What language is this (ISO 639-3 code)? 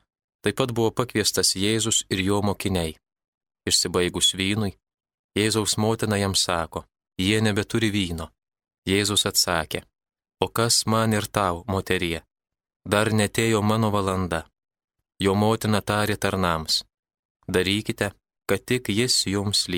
lit